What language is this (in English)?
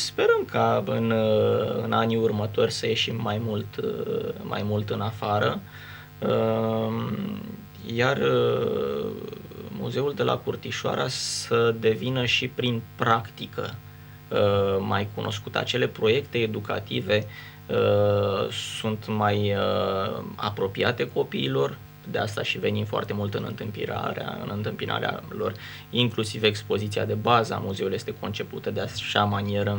Romanian